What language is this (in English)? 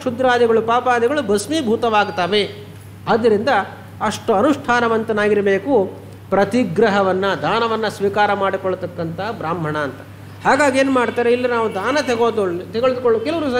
Kannada